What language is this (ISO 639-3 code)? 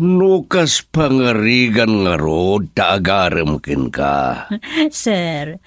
ilo